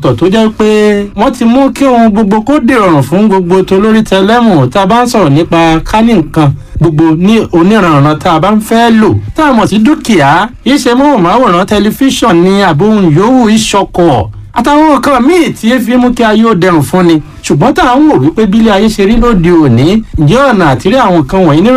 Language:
Yoruba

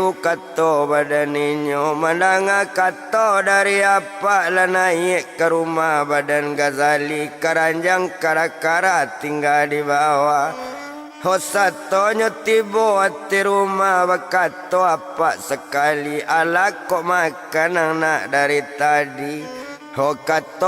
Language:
Minangkabau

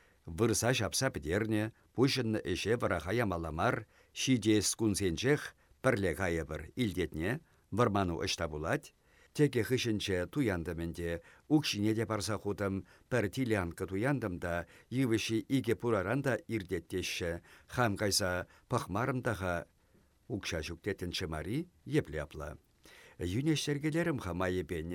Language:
Chuvash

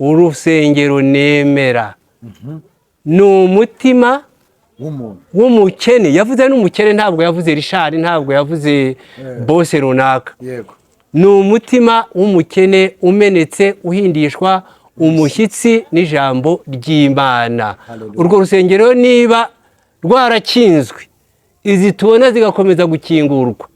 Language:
Kinyarwanda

